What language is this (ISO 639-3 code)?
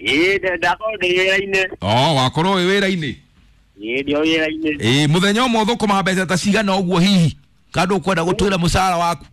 kik